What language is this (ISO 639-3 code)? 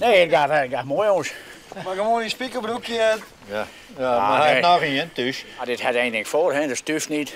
fry